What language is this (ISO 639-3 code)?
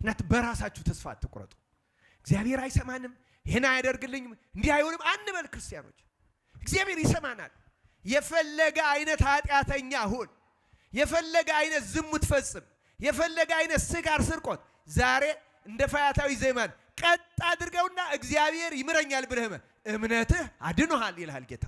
amh